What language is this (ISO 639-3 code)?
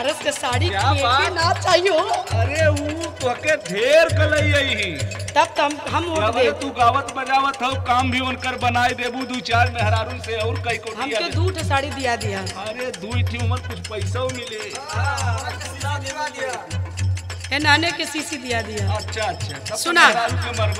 bho